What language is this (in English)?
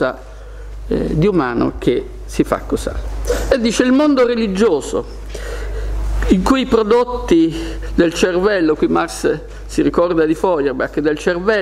Italian